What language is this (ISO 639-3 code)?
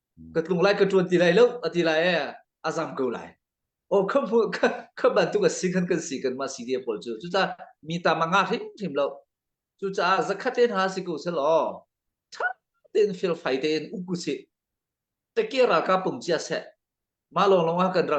cnh